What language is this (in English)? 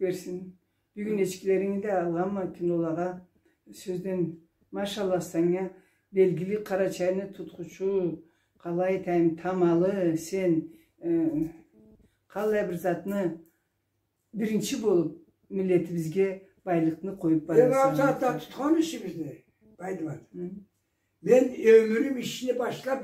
Karachay-Balkar